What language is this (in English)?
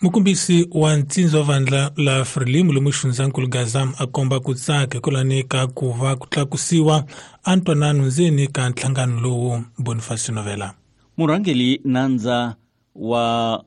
Tsonga